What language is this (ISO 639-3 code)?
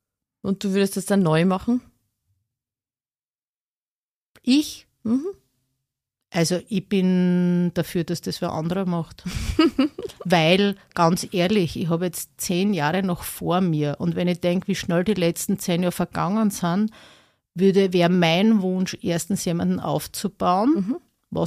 deu